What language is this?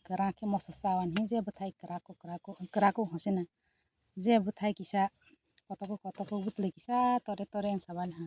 Kok Borok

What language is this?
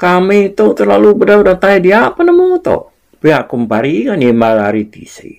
Iban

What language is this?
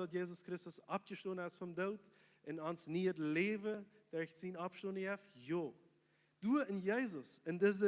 Plautdietsch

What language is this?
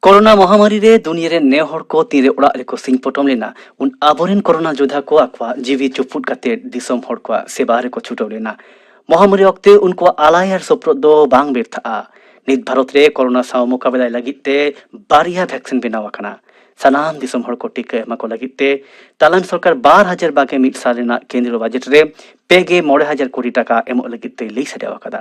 Santali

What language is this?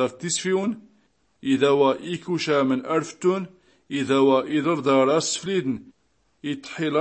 Tachelhit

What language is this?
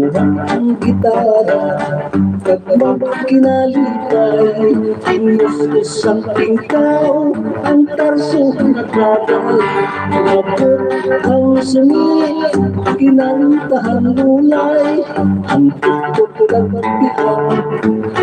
Hiligaynon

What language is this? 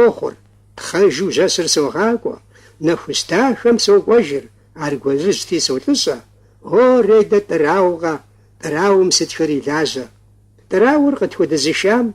Kabardian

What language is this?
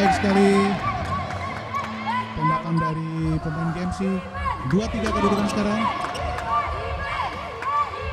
Indonesian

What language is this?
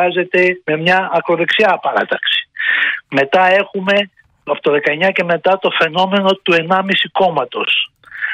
Greek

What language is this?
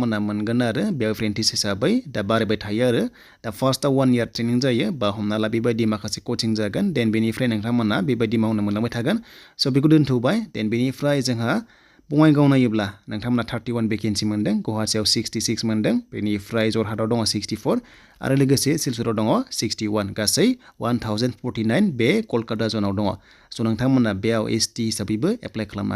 Bodo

